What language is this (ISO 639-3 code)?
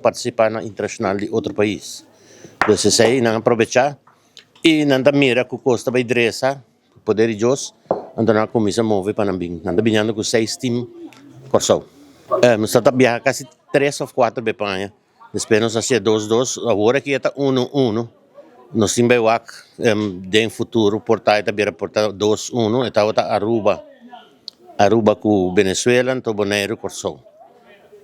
pap